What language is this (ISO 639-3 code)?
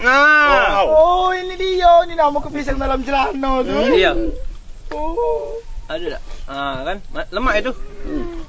mui